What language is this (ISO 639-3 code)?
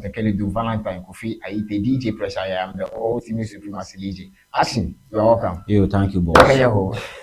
ewe